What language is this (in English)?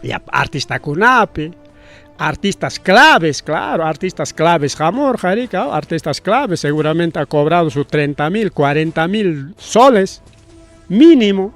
Ayacucho Quechua